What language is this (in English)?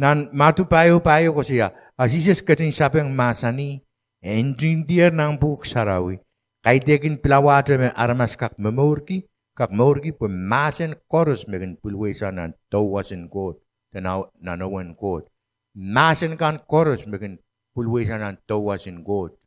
Pohnpeian